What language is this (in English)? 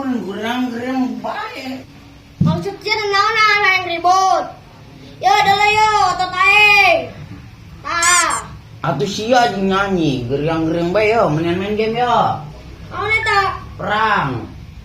Sundanese